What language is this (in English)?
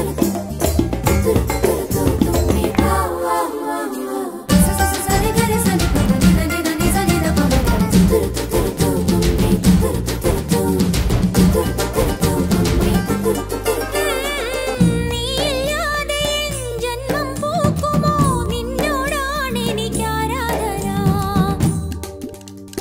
Malayalam